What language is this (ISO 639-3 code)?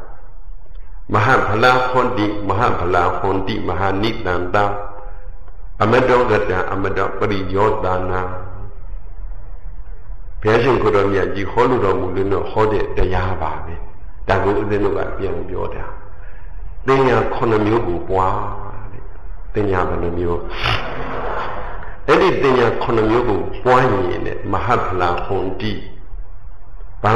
mya